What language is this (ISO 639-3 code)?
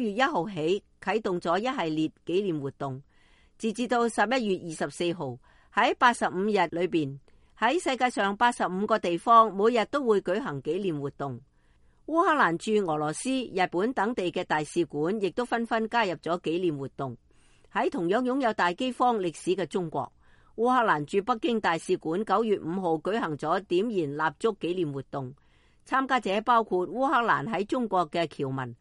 yue